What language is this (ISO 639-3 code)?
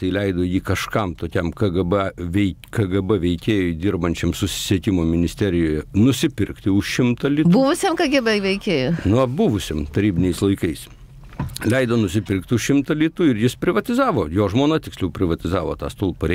lit